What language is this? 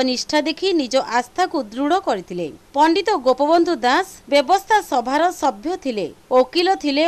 Odia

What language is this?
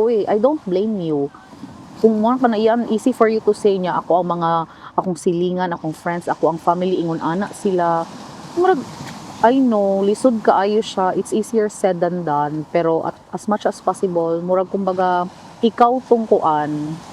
Cebuano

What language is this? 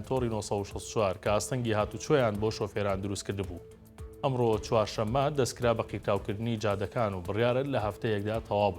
Central Kurdish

